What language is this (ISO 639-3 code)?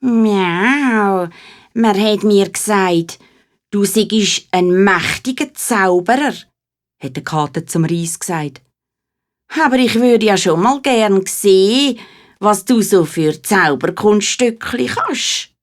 gsw